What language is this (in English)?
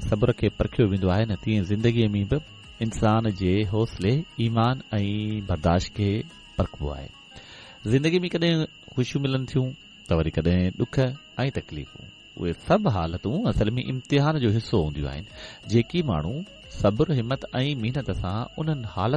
Sindhi